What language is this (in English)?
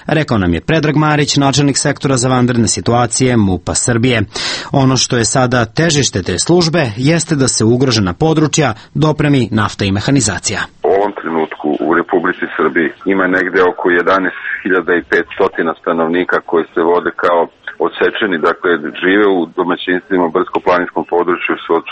Serbian